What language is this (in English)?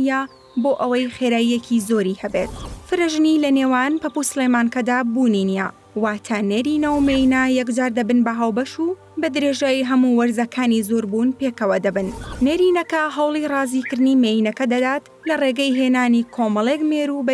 Central Kurdish